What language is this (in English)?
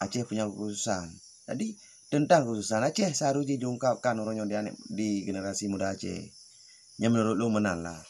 Achinese